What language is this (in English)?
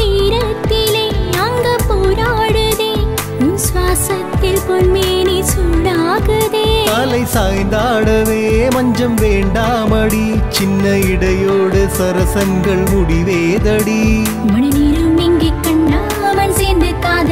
Tamil